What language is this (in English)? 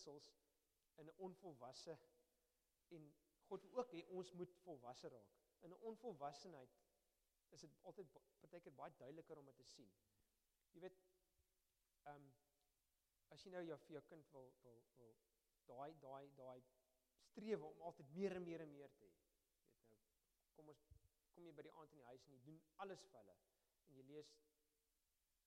Afrikaans